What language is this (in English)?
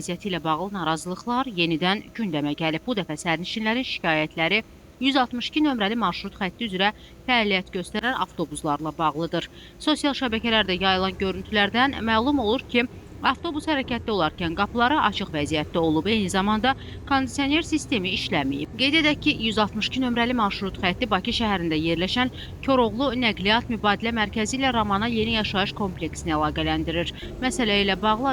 Azerbaijani